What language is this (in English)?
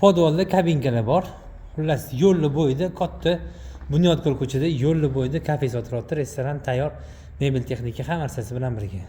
Uzbek